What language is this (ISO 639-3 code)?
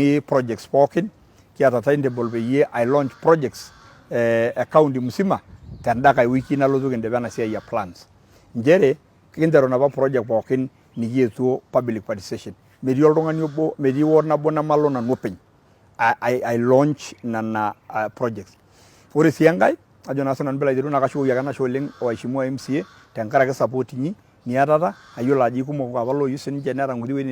mas